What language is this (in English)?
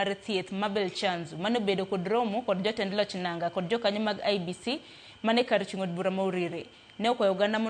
Luo (Kenya and Tanzania)